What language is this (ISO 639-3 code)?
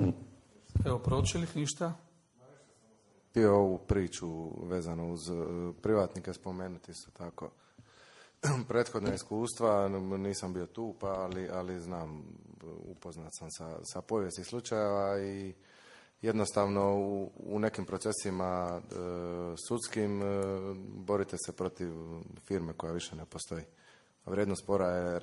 hrv